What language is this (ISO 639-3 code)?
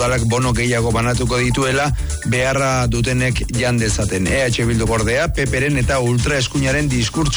eus